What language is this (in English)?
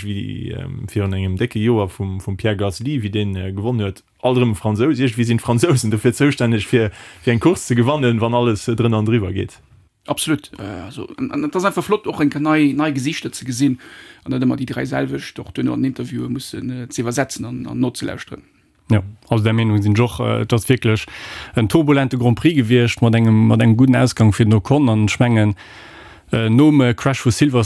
Luxembourgish